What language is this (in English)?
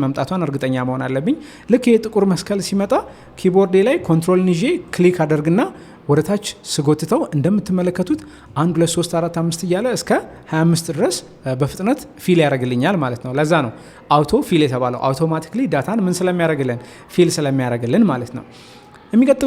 Amharic